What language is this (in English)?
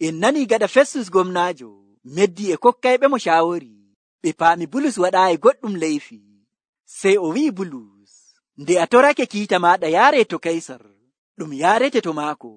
Nigerian Fulfulde